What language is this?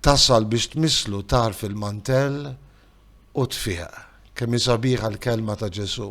Maltese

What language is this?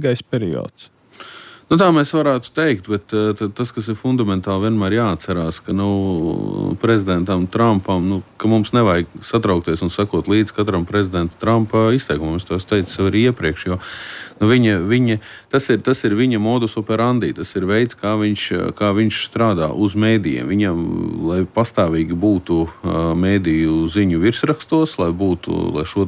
Latvian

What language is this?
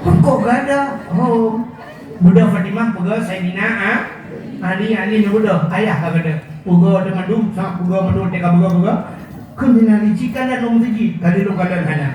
Achinese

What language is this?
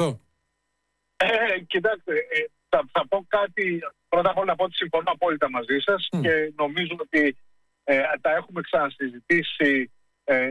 Greek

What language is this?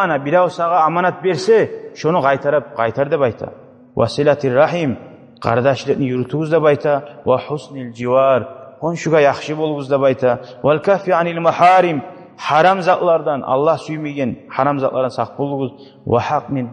Kumyk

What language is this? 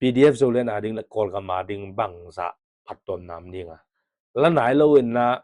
Tedim Chin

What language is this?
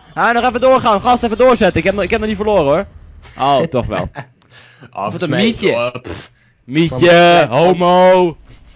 Dutch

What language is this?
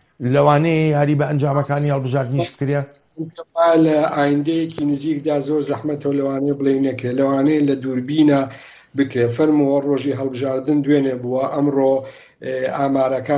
Central Kurdish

